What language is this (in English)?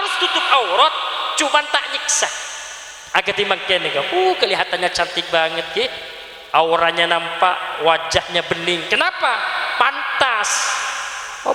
Madurese